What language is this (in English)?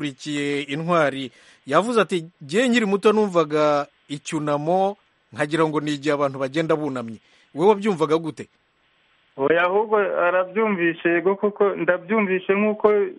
Kinyarwanda